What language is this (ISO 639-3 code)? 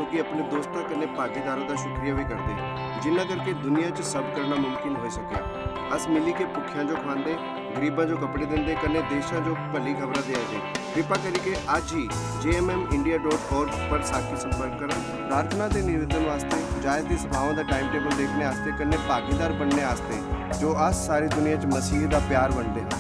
doi